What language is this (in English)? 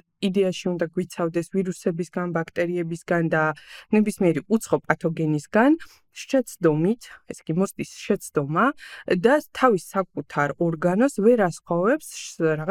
Georgian